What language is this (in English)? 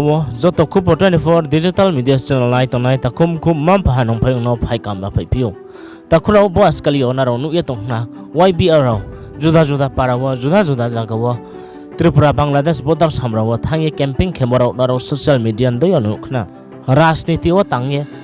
Riang (India)